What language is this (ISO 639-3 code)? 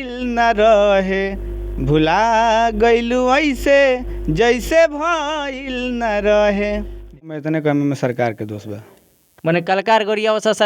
bho